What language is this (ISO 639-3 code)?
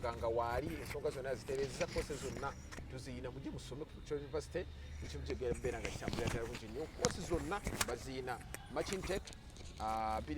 lug